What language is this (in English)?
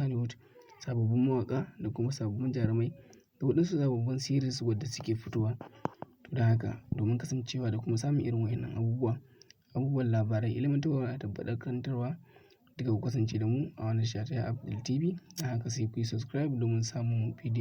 Hausa